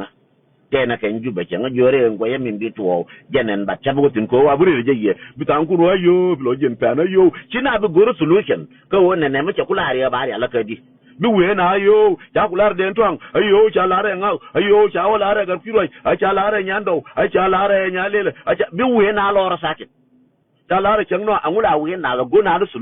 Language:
Nuer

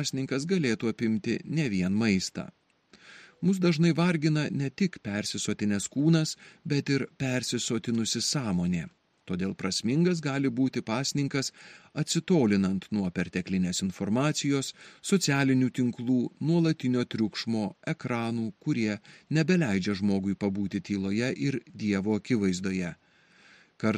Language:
Lithuanian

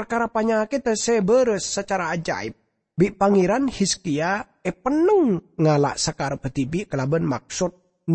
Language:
Madurese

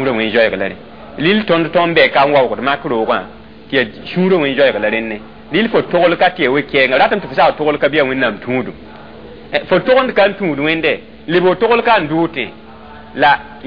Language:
Mossi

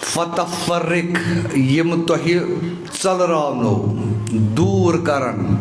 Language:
Kashmiri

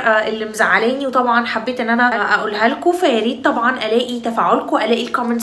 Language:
Egyptian Arabic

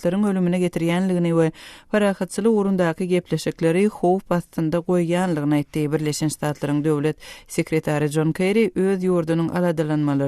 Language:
Turkmen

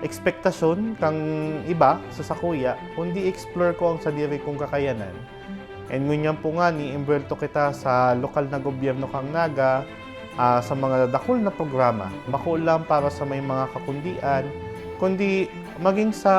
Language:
Bikol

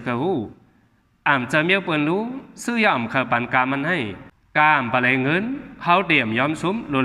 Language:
Shan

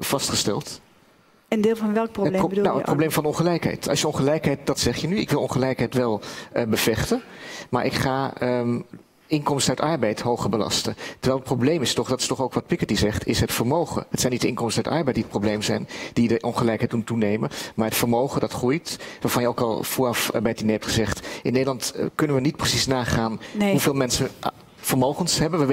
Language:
Dutch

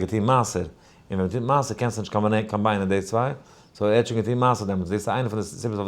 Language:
Yiddish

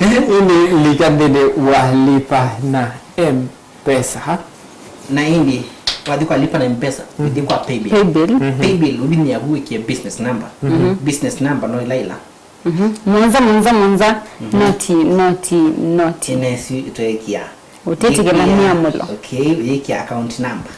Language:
Kamba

